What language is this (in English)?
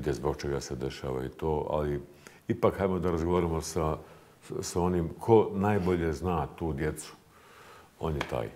Bosnian